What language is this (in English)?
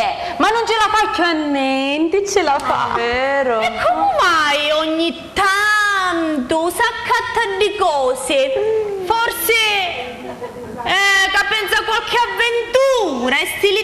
Sicilian